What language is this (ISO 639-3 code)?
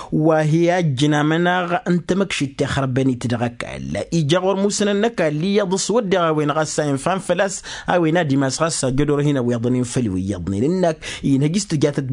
taq